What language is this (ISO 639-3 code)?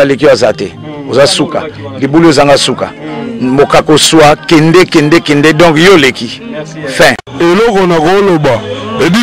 lin